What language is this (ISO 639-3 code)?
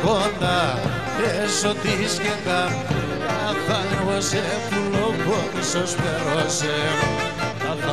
ell